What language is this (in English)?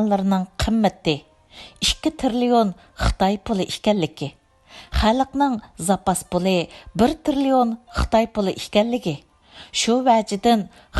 Uyghur